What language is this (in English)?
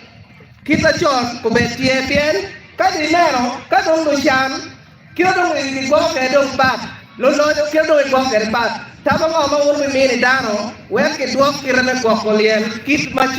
Acoli